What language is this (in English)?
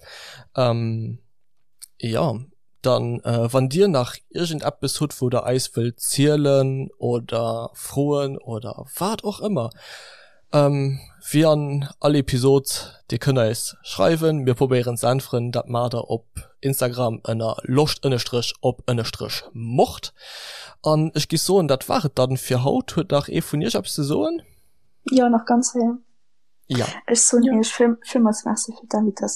Luxembourgish